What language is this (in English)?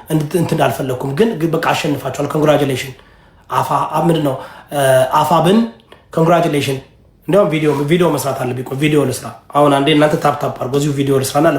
Amharic